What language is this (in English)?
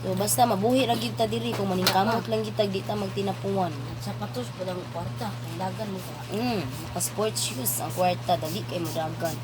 Cebuano